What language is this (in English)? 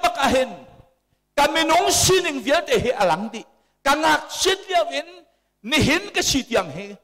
Hakha Chin